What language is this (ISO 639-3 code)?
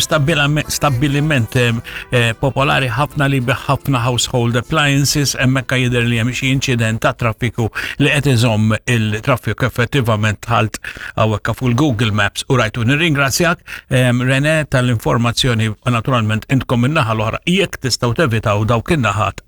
mlt